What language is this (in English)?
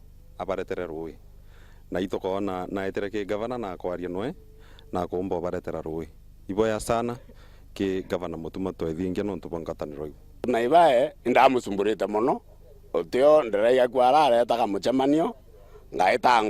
Meru